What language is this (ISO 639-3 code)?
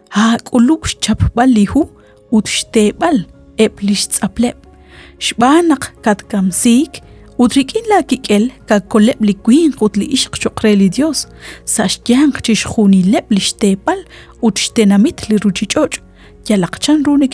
kek